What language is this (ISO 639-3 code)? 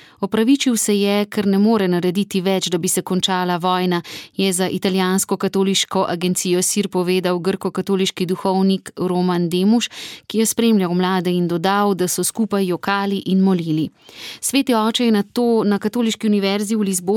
slv